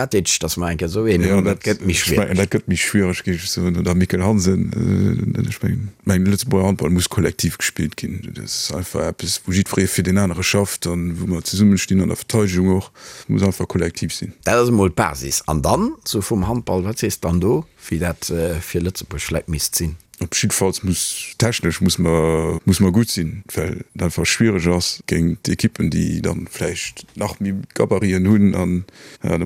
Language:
Luxembourgish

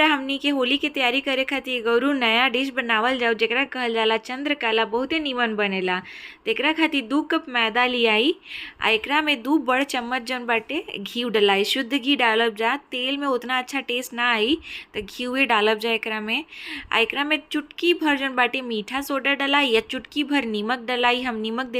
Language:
Bhojpuri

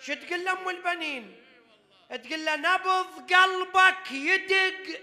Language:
Mesopotamian Arabic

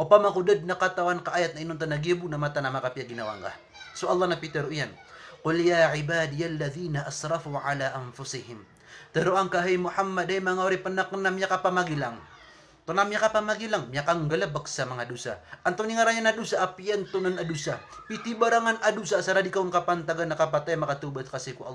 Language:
Maranao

